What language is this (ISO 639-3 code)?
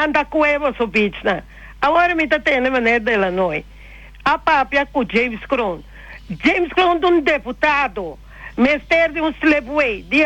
pap